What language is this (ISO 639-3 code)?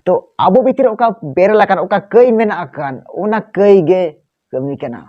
sat